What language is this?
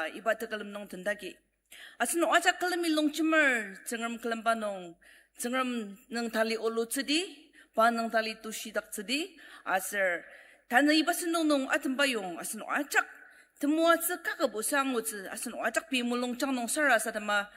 Ao Naga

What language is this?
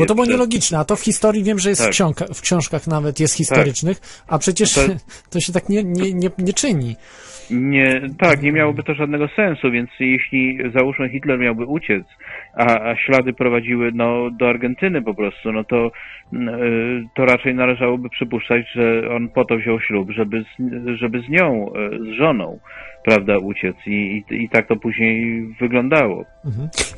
Polish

